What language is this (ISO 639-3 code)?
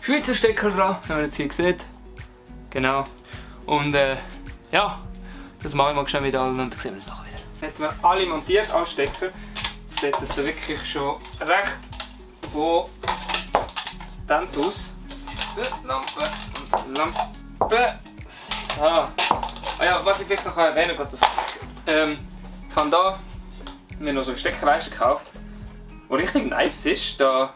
gsw